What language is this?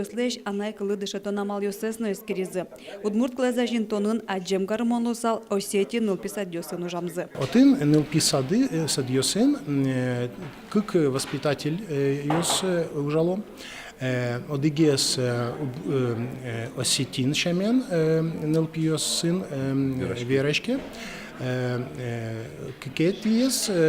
Udmurt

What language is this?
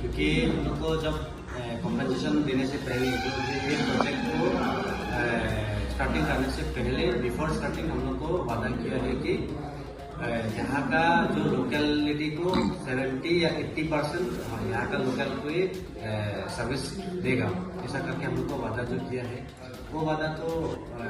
Karbi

